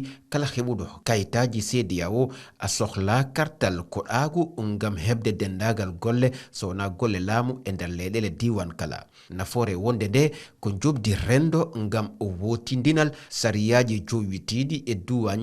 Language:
Fula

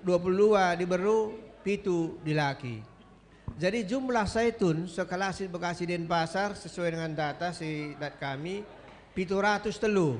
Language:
Batak Karo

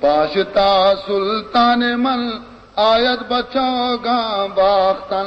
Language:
Baluchi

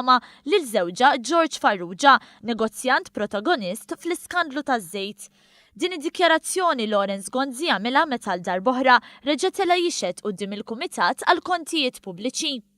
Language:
Maltese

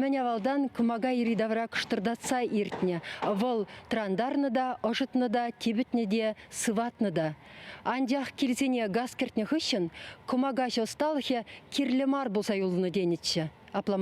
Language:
Chuvash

